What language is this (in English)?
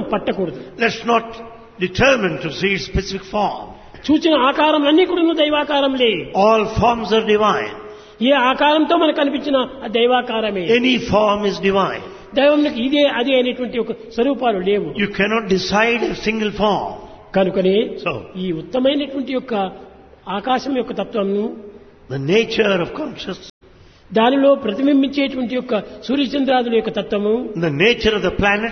Telugu